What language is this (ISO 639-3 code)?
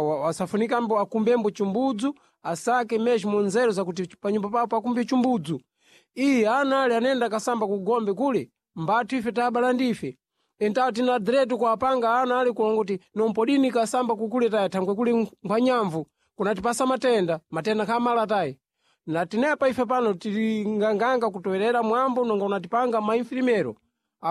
seh